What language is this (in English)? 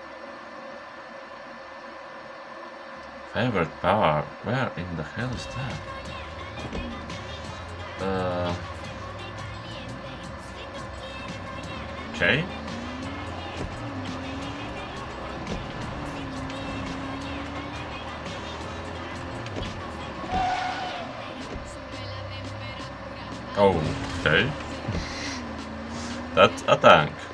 English